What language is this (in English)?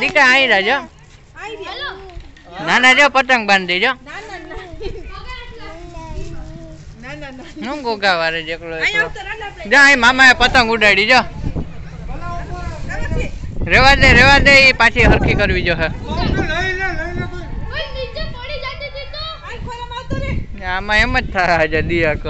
Gujarati